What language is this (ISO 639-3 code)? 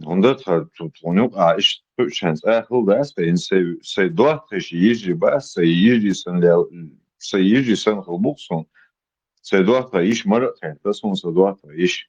che